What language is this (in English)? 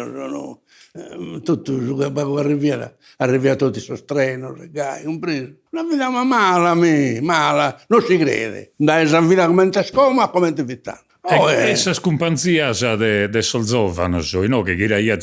Sardinian